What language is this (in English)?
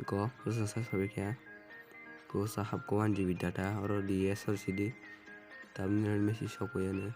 Kok Borok